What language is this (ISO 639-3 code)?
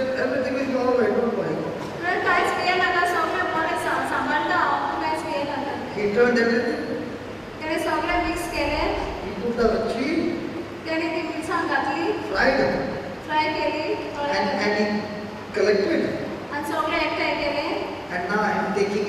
kok